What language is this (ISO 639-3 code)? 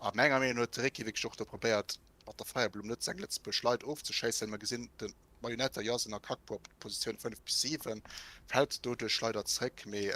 ltz